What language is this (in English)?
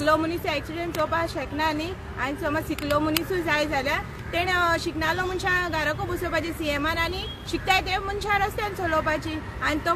Konkani